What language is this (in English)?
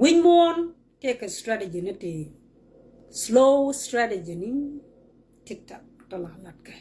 Nuer